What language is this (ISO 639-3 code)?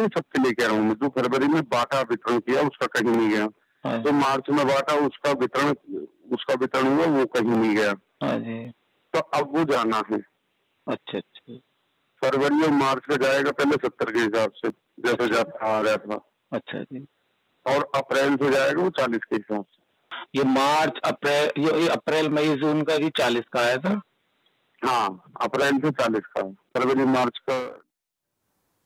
hin